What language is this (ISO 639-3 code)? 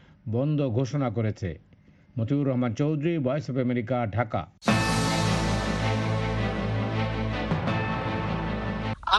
ben